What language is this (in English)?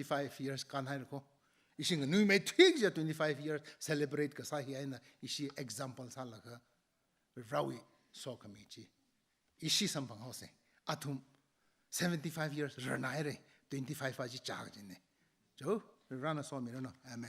Tangkhul Naga (India)